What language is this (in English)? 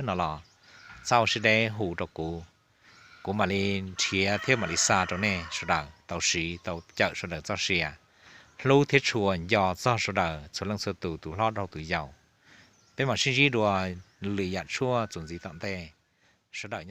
Hmong